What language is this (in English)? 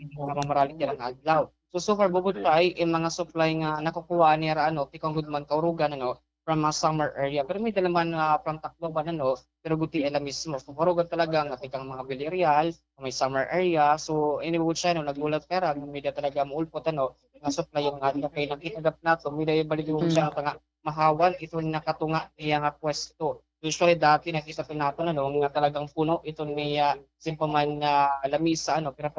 Waray